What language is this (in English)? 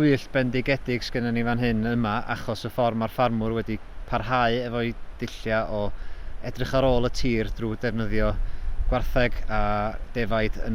Welsh